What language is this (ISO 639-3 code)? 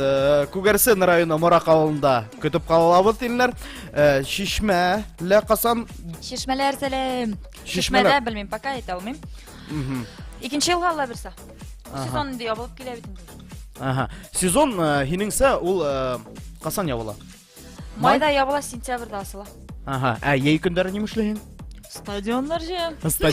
bak